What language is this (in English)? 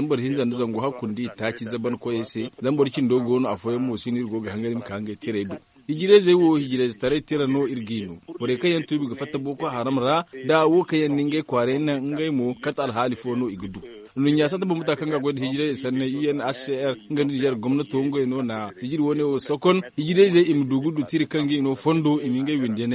Zarma